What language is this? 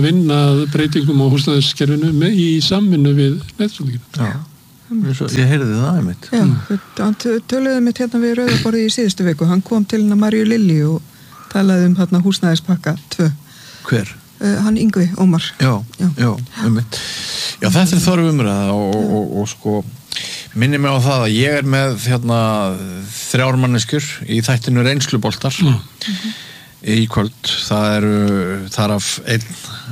Icelandic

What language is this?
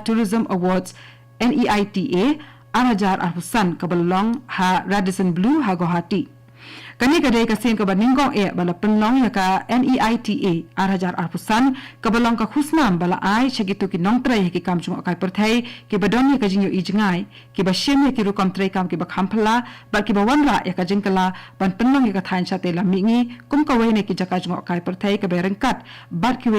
Khasi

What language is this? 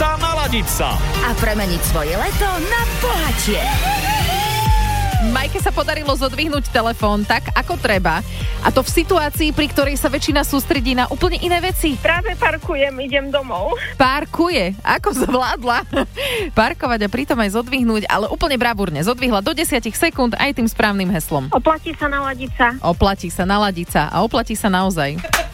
Slovak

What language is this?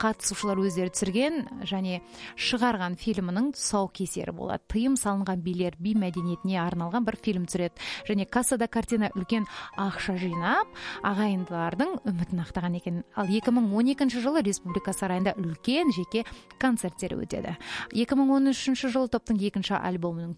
Kazakh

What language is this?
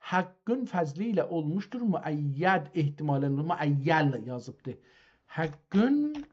South Azerbaijani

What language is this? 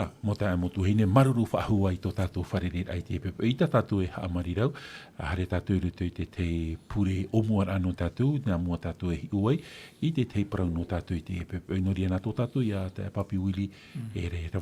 Tahitian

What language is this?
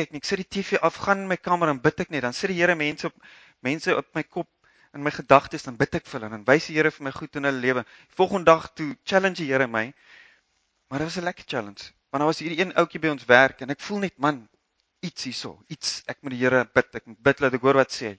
Afrikaans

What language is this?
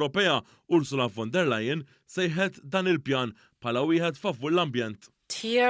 Maltese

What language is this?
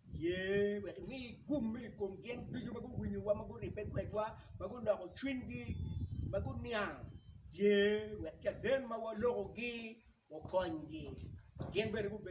Acoli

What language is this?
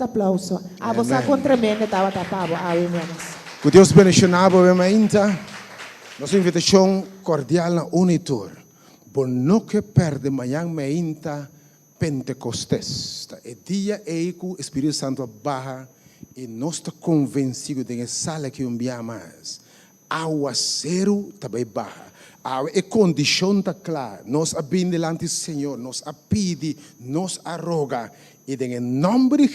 Papiamento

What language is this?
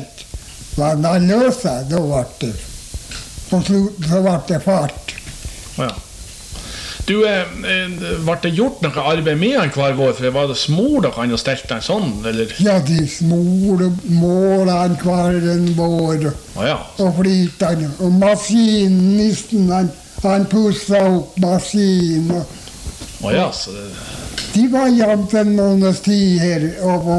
Norwegian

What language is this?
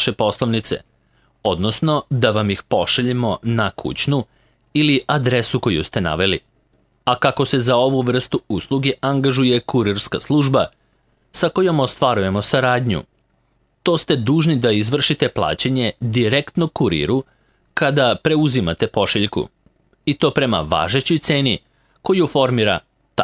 Serbian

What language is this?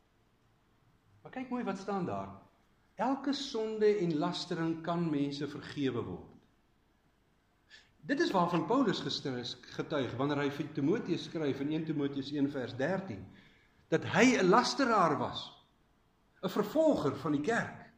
Afrikaans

